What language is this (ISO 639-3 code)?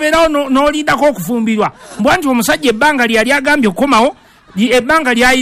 lug